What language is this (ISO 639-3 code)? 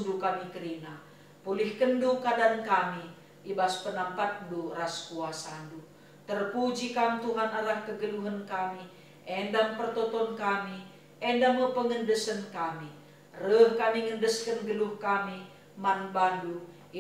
btx